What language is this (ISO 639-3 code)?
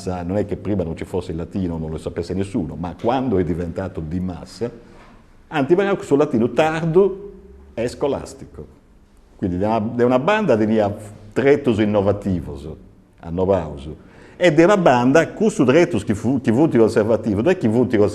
srd